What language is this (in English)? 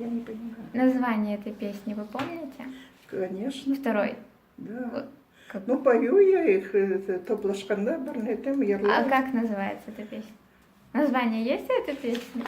Crimean Tatar